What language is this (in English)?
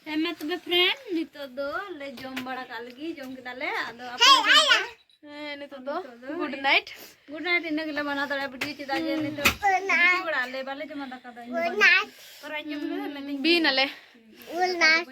Santali